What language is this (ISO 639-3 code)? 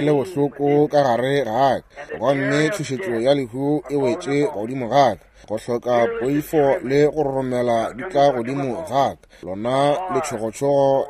nso